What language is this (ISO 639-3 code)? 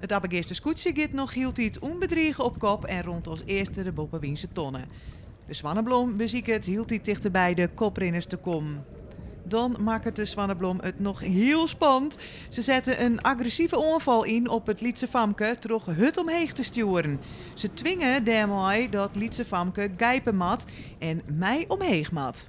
fry